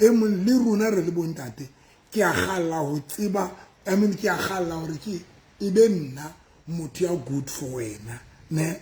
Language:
Southern Sotho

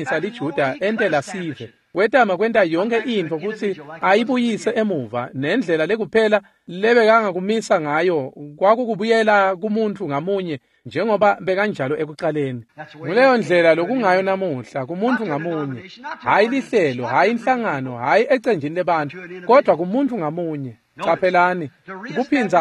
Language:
Swati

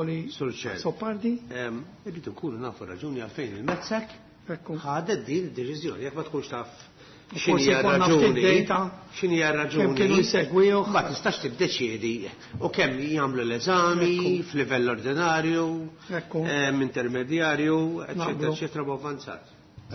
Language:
Maltese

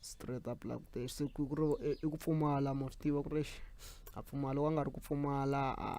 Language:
Tsonga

